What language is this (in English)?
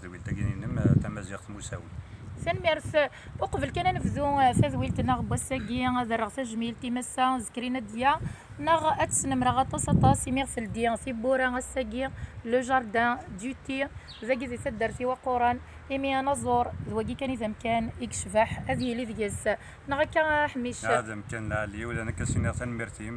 Kabyle